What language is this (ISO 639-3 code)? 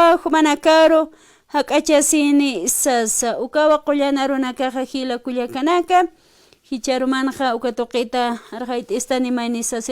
aym